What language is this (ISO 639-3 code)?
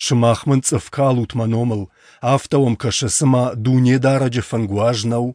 oss